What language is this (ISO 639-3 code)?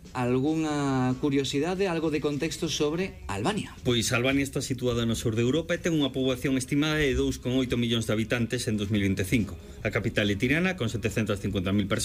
glg